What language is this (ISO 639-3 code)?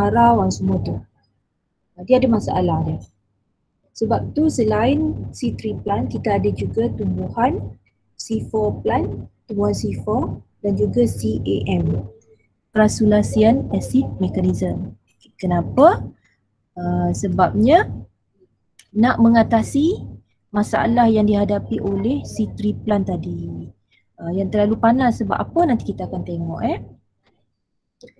msa